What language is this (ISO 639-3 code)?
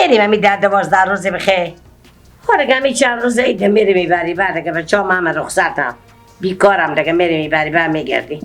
fas